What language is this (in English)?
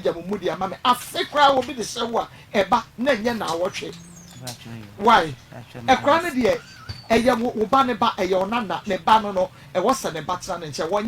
Akan